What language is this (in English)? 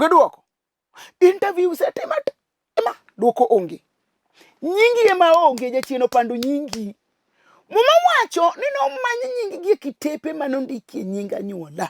Luo (Kenya and Tanzania)